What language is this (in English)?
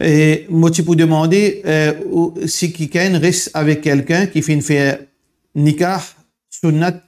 Morisyen